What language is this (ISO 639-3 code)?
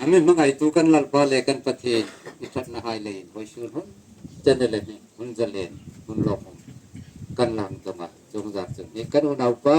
hmr